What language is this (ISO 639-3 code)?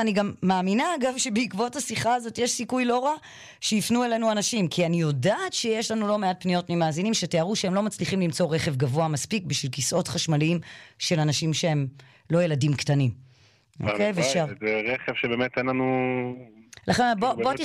heb